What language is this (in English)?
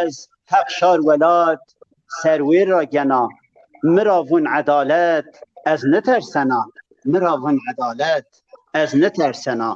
Zaza